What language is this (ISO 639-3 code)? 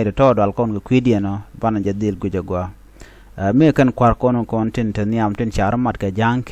nus